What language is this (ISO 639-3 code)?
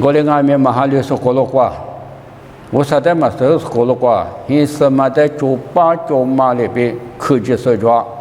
lis